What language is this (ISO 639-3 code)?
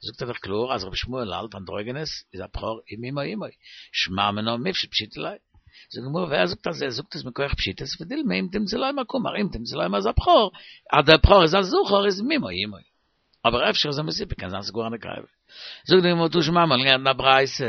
yid